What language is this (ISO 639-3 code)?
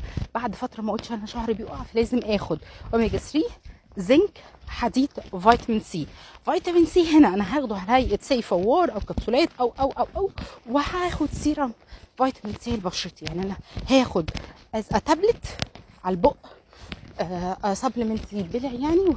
arz